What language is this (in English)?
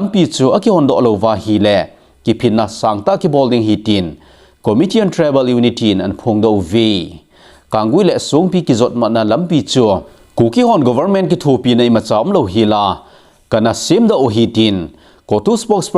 Thado Chin